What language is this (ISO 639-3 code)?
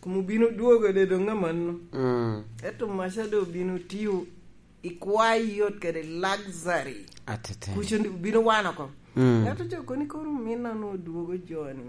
laj